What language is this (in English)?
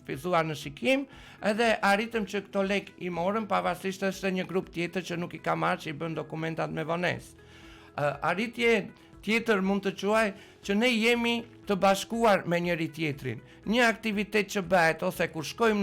Albanian